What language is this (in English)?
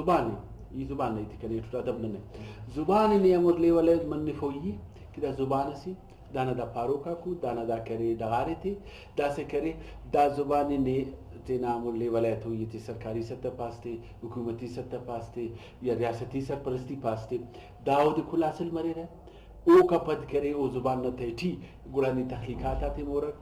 Brahui